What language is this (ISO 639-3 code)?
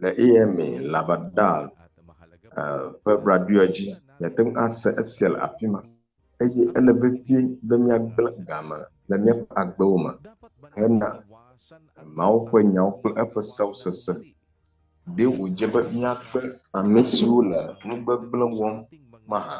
ewe